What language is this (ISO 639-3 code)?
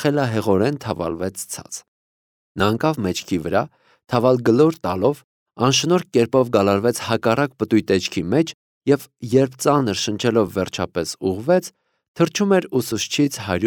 hye